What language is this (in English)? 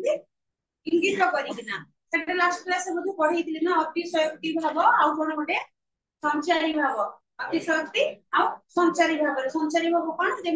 Odia